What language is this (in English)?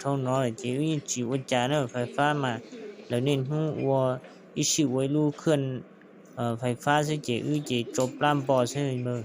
Hmong